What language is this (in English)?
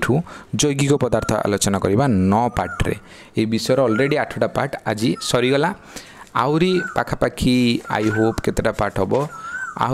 Odia